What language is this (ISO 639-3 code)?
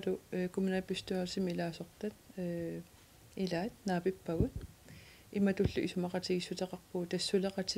kal